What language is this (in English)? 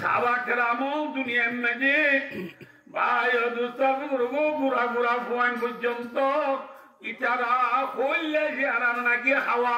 Rohingya